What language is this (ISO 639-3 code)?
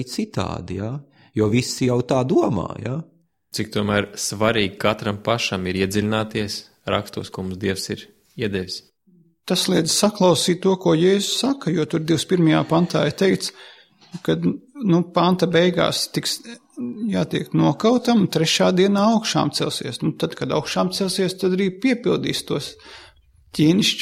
lav